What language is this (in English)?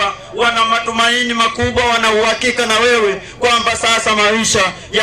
Swahili